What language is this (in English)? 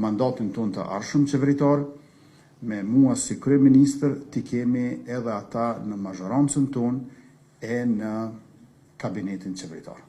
Albanian